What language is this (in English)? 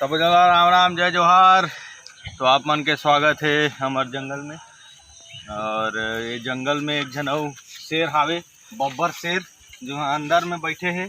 Chhattisgarhi